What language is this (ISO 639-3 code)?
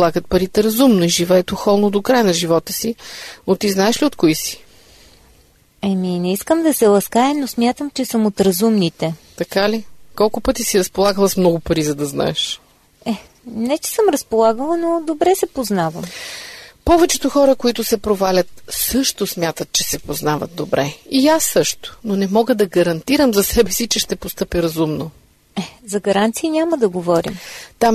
bul